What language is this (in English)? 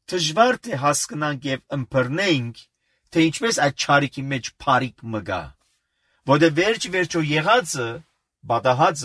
Armenian